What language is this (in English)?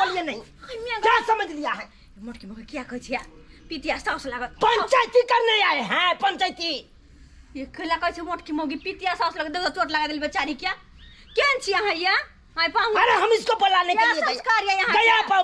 Maithili